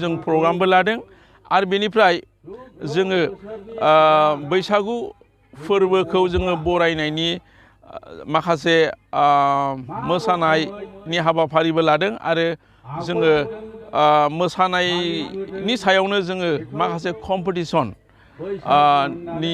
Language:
Bodo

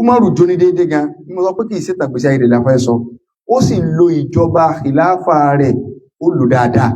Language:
Yoruba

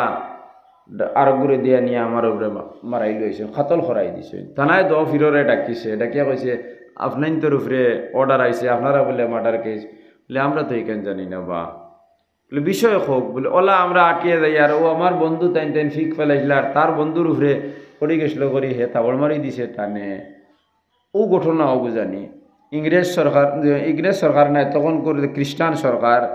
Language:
Sylheti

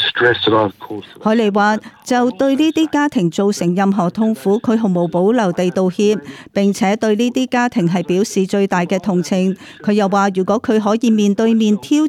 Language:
Cantonese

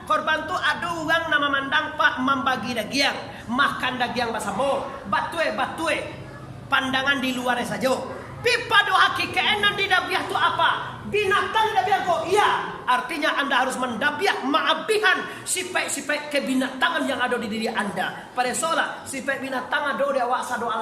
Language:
Minangkabau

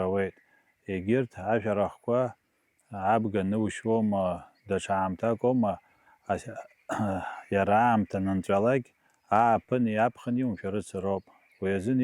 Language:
Abkhazian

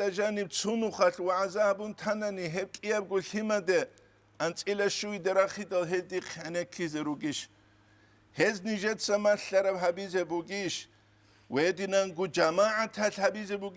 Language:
Avaric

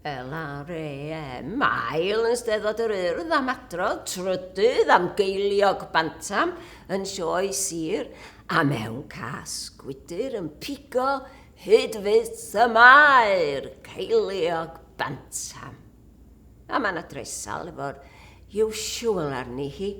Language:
Welsh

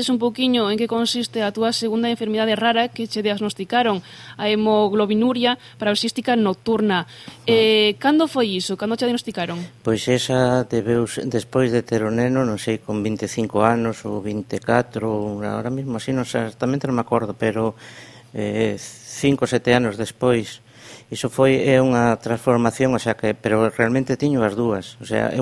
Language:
Galician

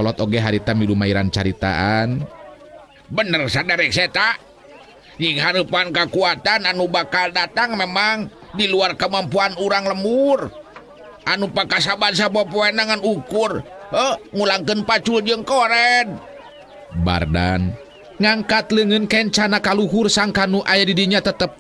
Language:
Sundanese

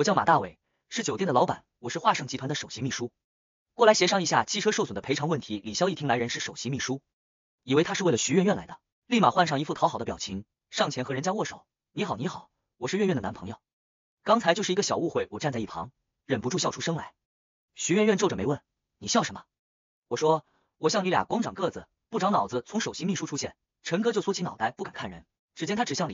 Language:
Chinese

